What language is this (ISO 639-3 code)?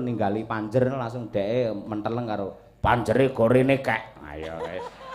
jav